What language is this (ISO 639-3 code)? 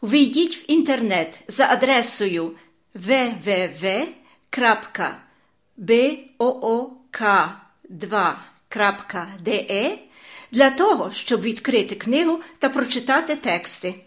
mkd